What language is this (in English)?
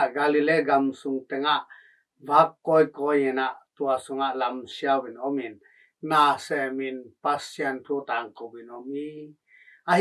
Tedim Chin